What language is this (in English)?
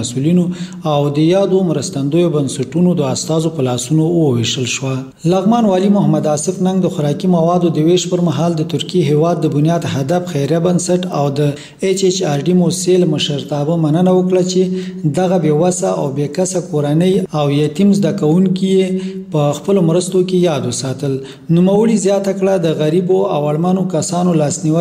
Pashto